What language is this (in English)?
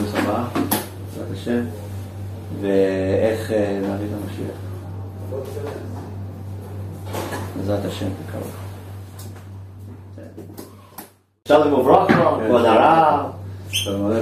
Hebrew